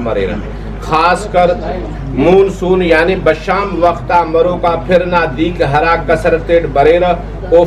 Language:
Brahui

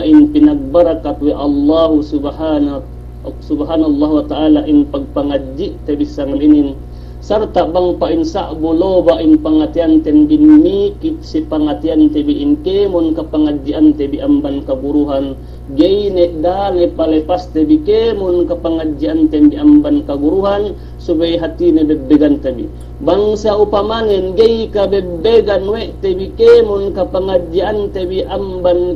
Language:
Yakan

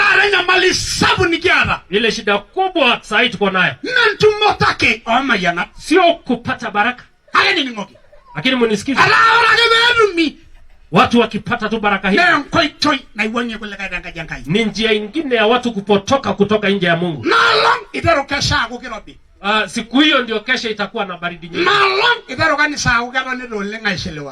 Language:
Masai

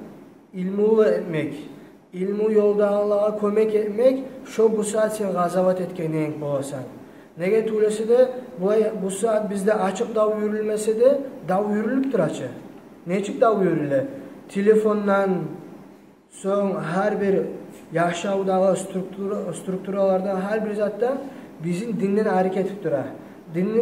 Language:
Kumyk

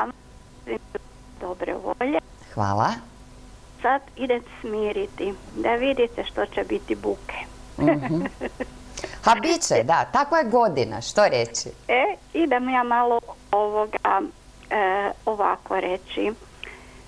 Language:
Croatian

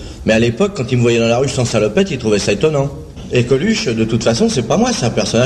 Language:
French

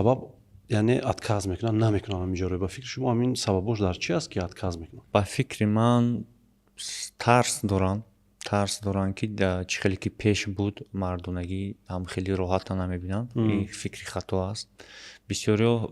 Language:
Tajik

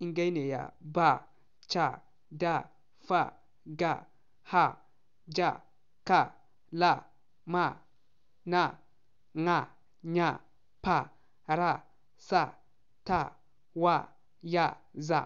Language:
Zarma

